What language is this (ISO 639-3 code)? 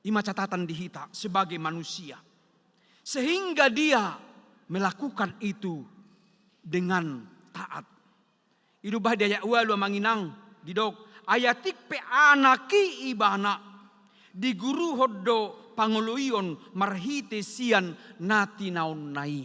bbc